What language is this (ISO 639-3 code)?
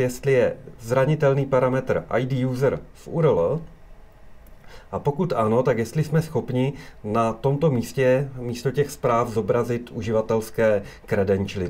ces